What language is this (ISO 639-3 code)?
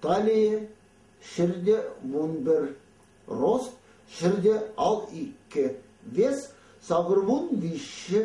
chv